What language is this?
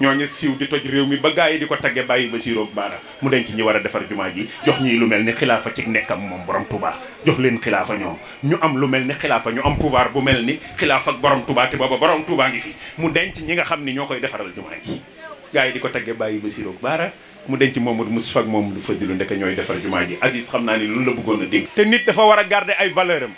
Wolof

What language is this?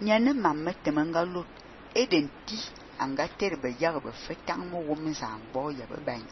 Fang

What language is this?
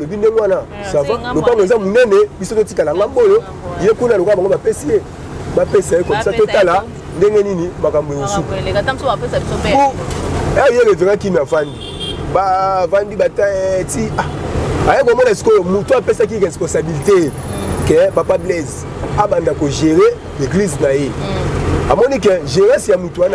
Lingala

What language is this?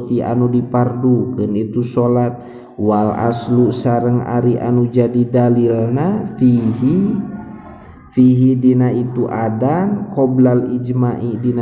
Sundanese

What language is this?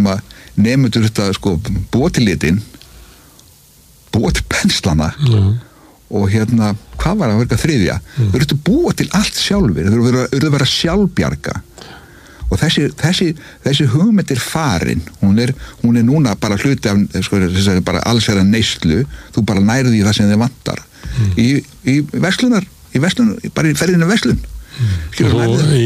Icelandic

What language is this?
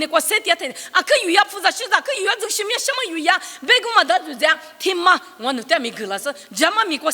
Lisu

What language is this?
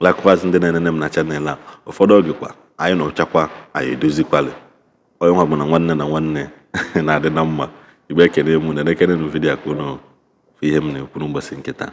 Igbo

